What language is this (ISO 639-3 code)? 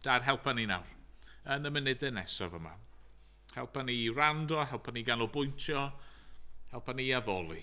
cym